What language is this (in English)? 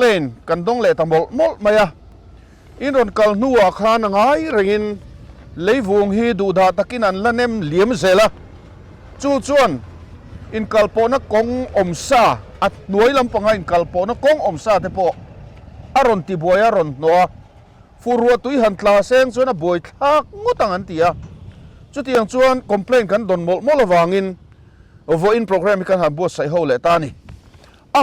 Mizo